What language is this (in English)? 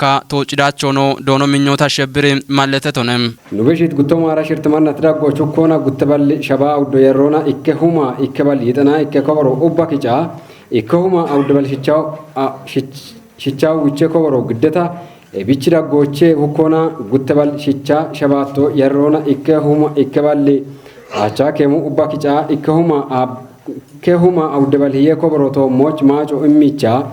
Kafa